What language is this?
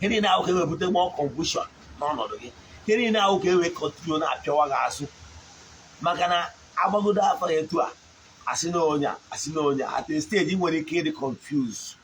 Igbo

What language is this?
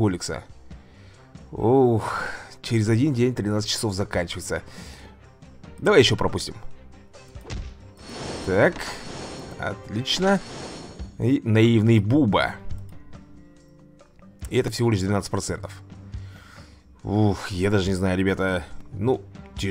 Russian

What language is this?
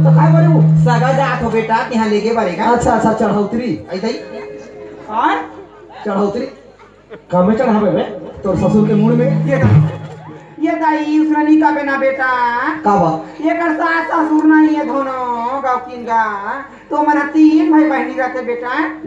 Chhattisgarhi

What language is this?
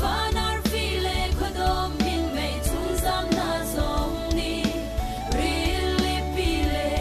Falam Chin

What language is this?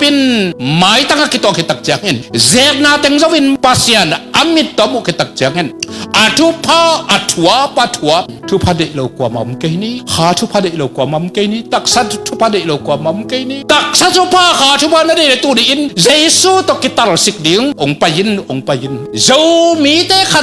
Tedim Chin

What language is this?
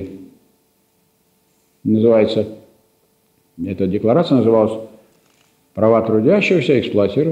Russian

